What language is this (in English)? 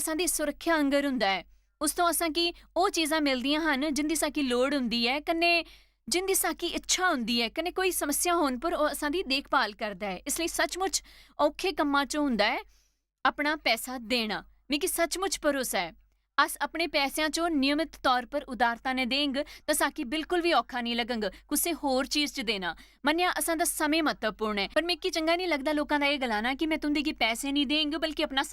Dogri